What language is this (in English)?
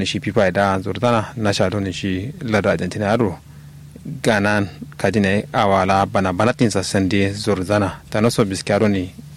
Kanuri